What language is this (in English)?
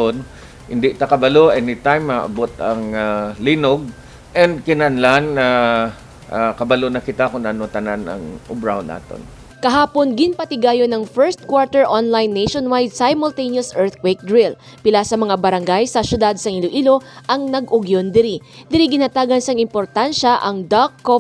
Hiligaynon